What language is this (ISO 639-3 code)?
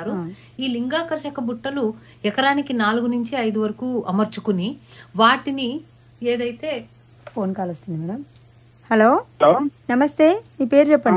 tel